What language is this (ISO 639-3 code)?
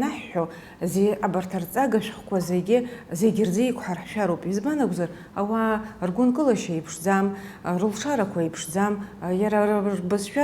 abk